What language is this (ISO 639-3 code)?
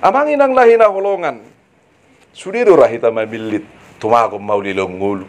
bbc